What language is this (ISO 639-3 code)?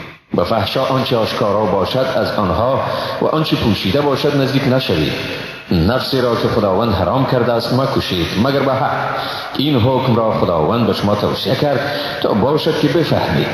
fas